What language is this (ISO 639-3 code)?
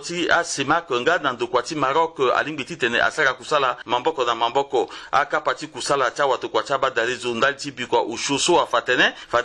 sag